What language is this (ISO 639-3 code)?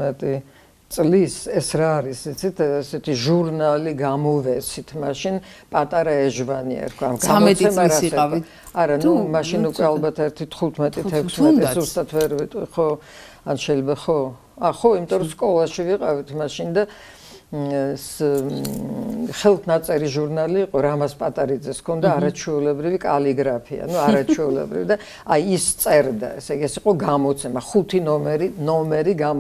kat